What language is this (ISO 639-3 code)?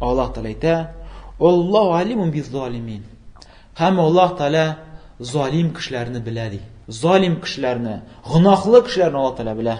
tat